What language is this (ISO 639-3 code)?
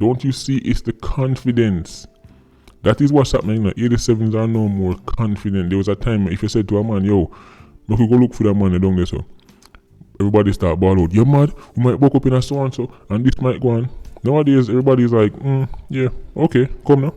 jam